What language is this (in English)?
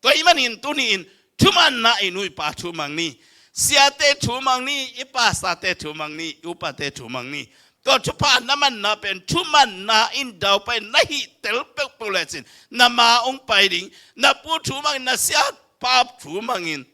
Tedim Chin